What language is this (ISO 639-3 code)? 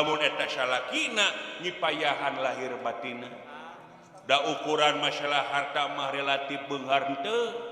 sun